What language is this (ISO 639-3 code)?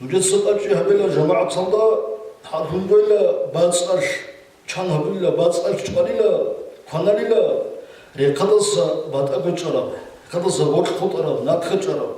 ava